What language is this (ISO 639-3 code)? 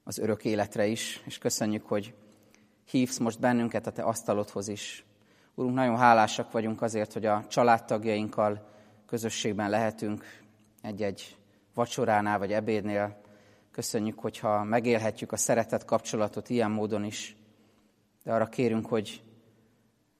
hun